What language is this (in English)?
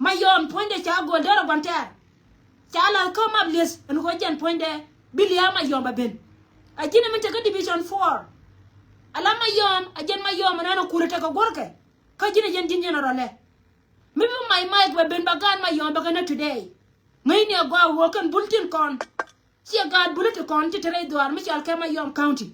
Nuer